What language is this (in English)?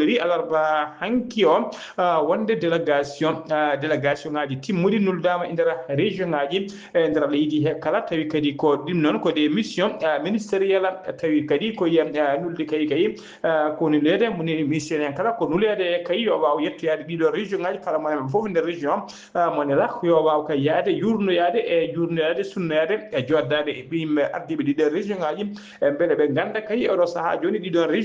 Fula